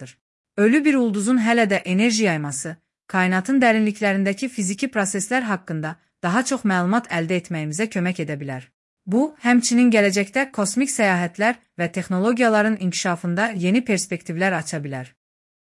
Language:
Azerbaijani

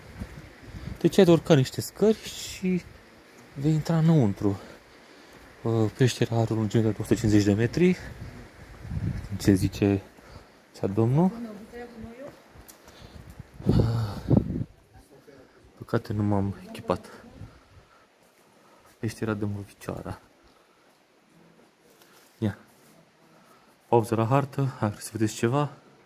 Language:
Romanian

